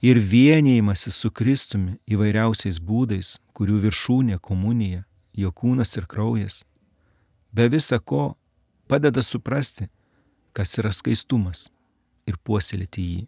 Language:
Lithuanian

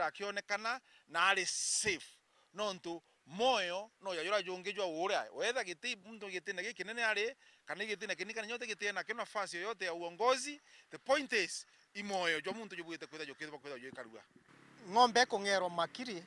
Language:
Meru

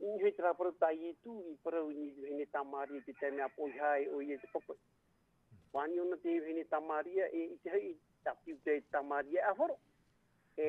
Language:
Tahitian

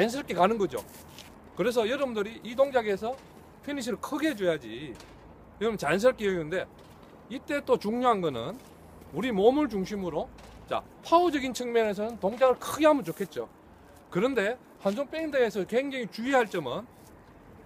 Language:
Korean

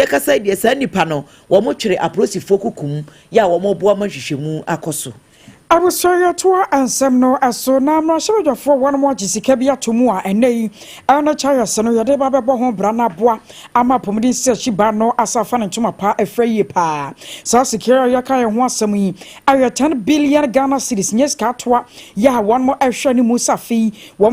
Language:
Akan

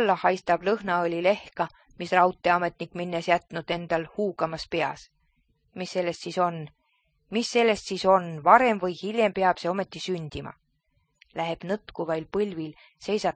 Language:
Estonian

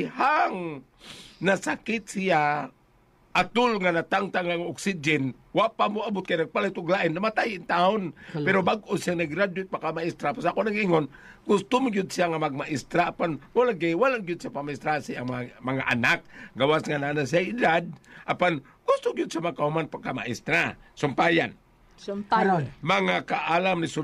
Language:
Cebuano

